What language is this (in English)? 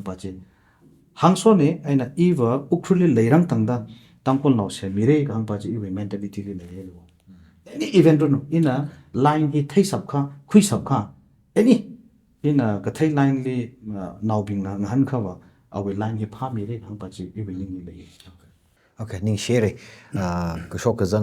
Tangkhul Naga (India)